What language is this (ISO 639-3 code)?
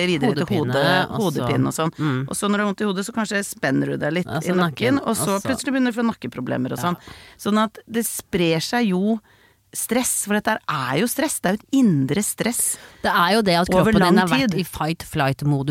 nor